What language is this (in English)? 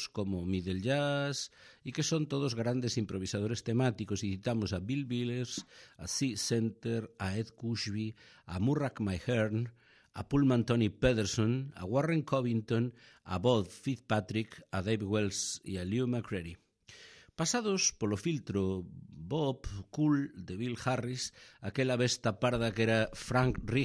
Galician